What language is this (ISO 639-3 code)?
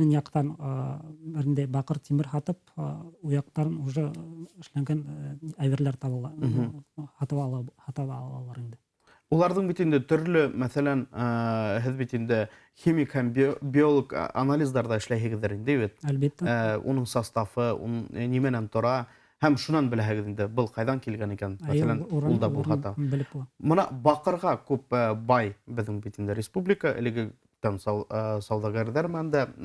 bak